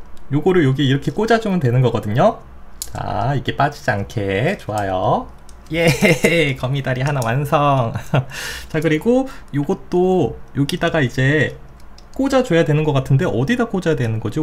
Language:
Korean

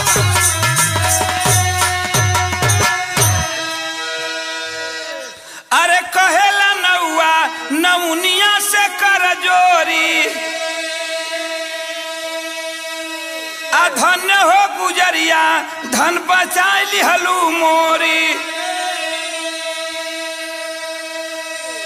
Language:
Bhojpuri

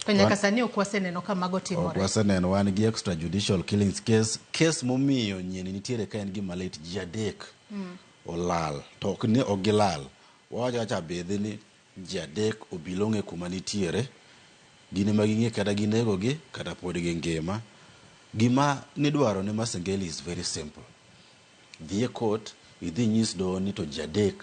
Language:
Luo (Kenya and Tanzania)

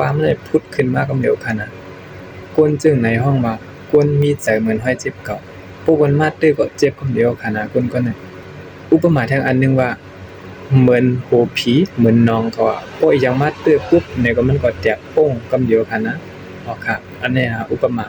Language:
Shan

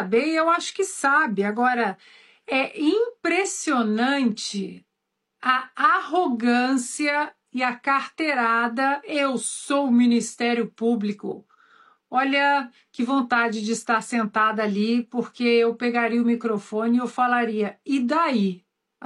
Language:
Portuguese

